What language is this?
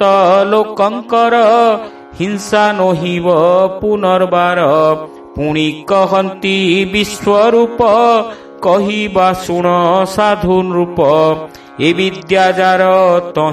Odia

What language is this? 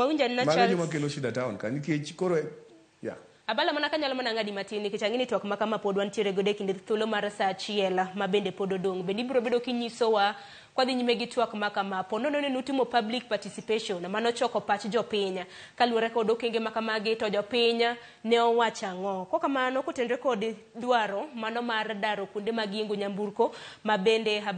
Luo (Kenya and Tanzania)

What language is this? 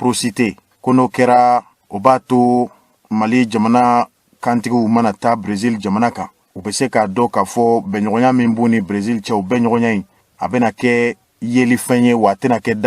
Bambara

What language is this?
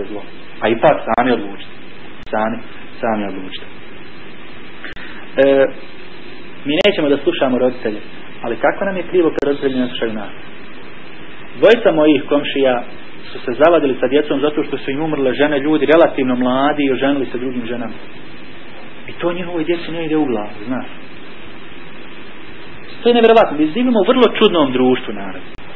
Bosnian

